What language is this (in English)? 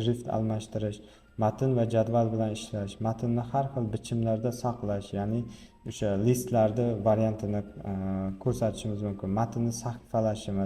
Uzbek